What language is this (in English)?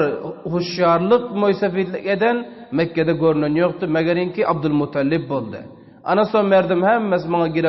Turkmen